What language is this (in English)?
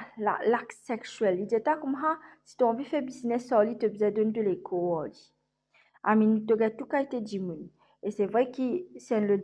Morisyen